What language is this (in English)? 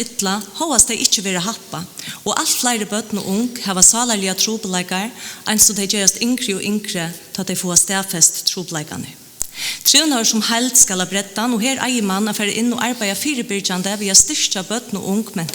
Faroese